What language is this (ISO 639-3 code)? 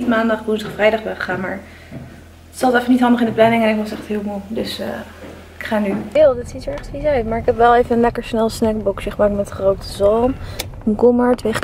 nld